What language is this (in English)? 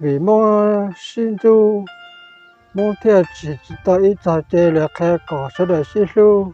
Hmong